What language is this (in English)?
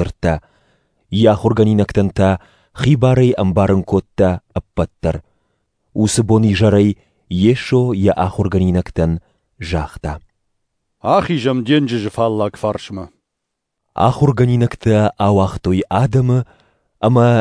Ossetic